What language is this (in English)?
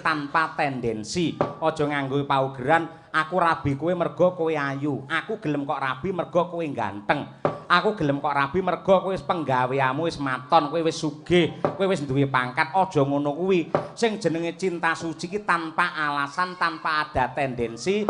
Javanese